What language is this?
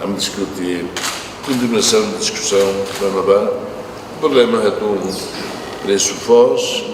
Tetum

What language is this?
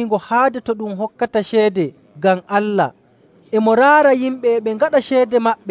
Nigerian Fulfulde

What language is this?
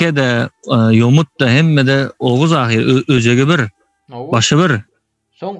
Turkmen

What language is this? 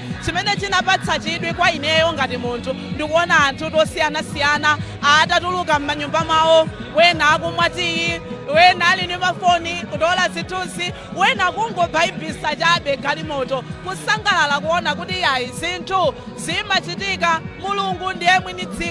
Nyanja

